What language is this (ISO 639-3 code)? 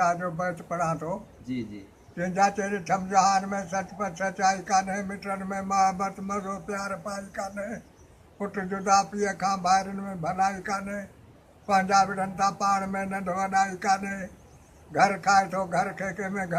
snd